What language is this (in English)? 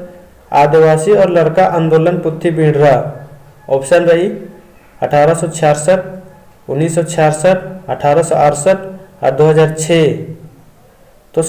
Kurukh